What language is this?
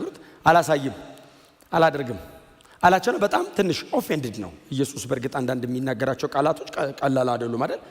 Amharic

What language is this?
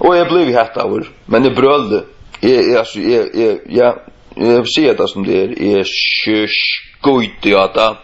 Faroese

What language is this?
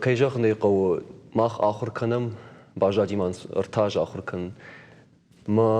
Ossetic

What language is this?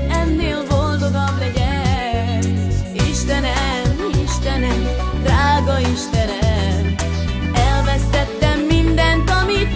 Hungarian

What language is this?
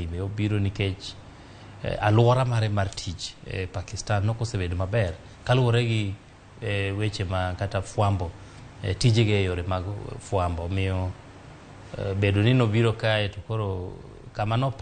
Luo (Kenya and Tanzania)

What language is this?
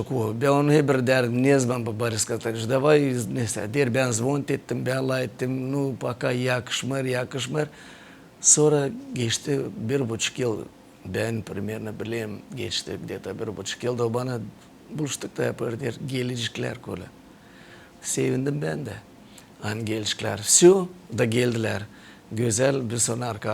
Gagauz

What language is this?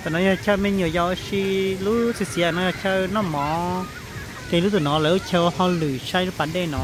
Hmong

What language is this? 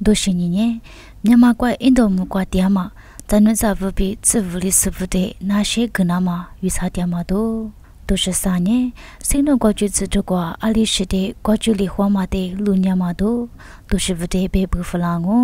Lisu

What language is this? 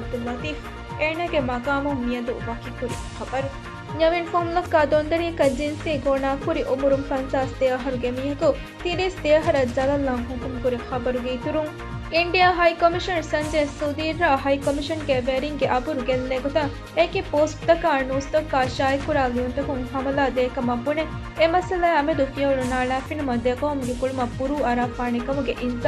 Divehi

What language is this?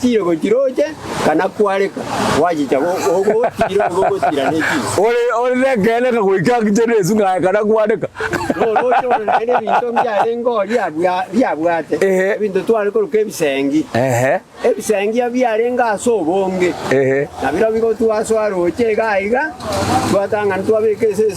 Gusii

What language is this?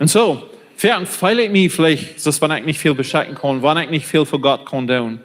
Plautdietsch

